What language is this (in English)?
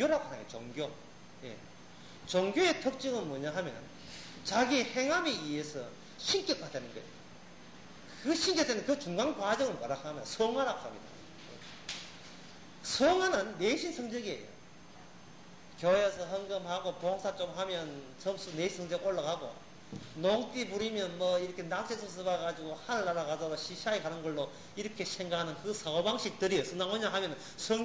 Korean